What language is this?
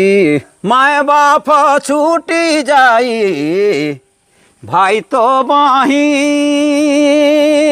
Sadri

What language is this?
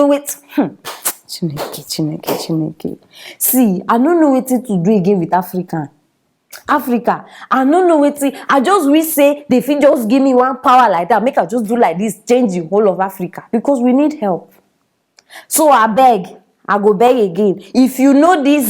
Nigerian Pidgin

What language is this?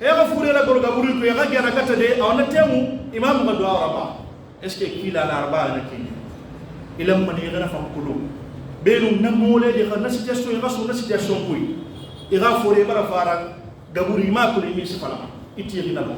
Pular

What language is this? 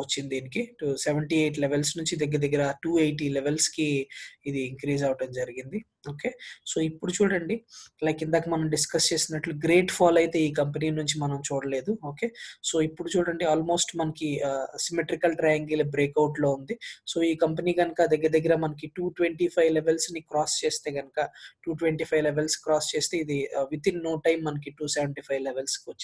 Telugu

